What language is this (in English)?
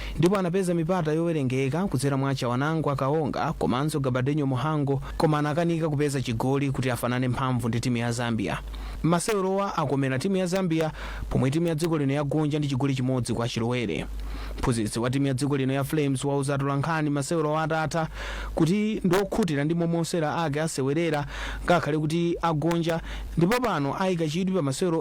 Nyanja